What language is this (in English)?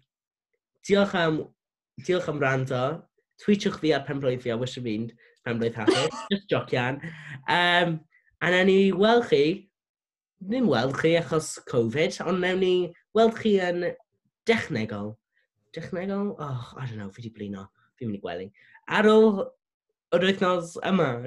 Welsh